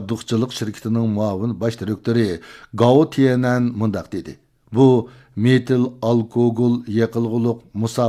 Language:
Uyghur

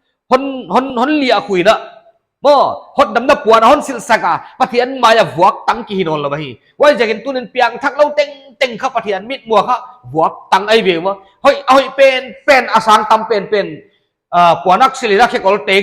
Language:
Paite Chin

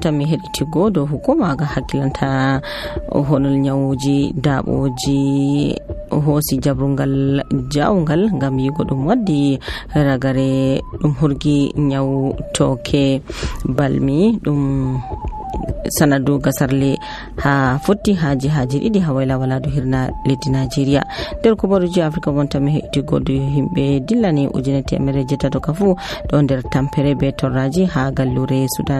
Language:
Nigerian Fulfulde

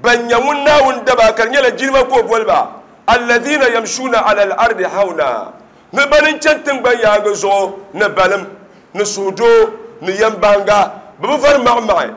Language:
Dagbani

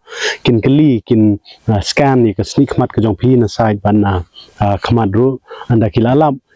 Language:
Khasi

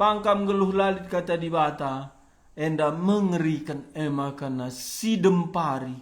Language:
Batak Karo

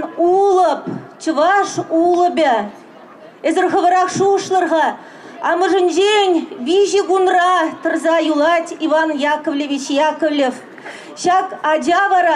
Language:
Chuvash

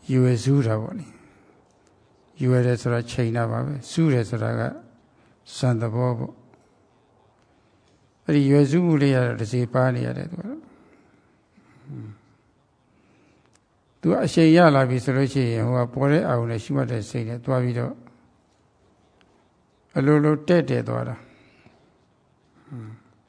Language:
Burmese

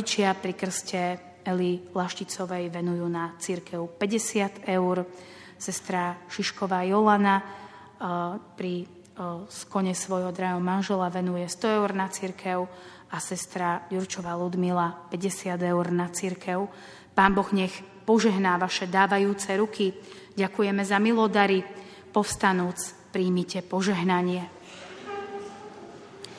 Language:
Slovak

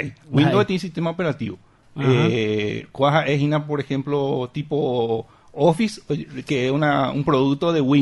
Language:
Guarani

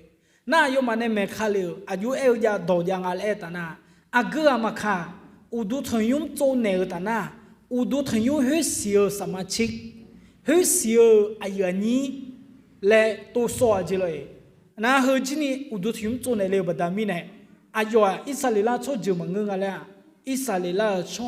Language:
Akha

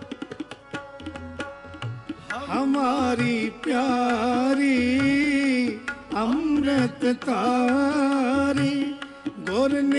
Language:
Punjabi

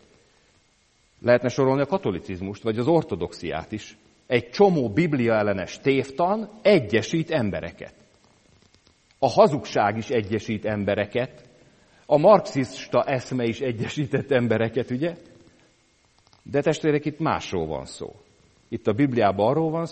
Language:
Hungarian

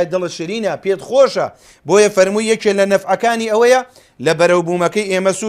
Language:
Central Kurdish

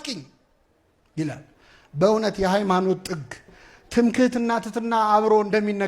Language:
Amharic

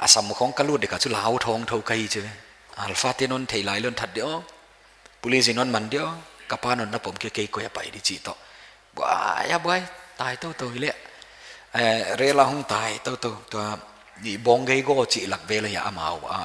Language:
Paite Chin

